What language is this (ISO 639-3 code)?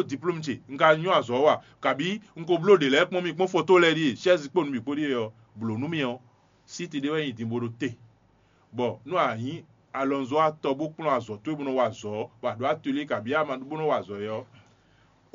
fon